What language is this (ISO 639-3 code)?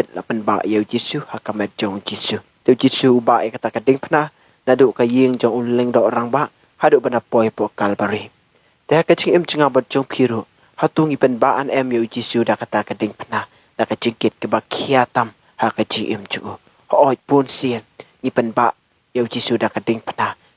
kha